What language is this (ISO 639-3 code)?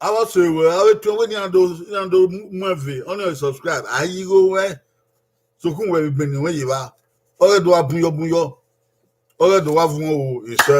bin